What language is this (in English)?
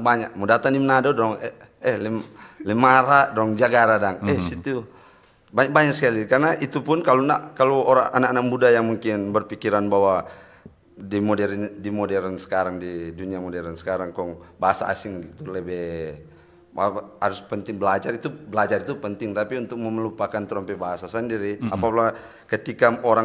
Manado Malay